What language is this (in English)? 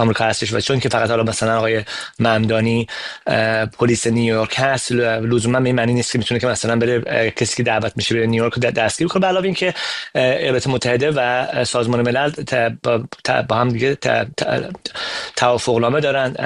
Persian